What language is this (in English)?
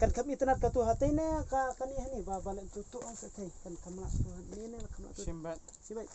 Khasi